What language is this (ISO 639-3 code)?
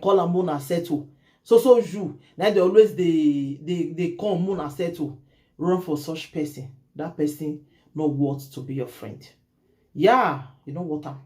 pcm